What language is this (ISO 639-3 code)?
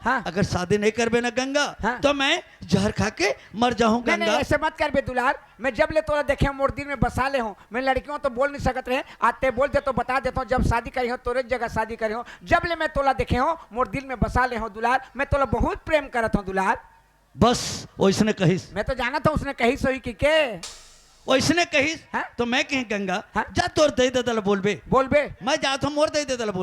hne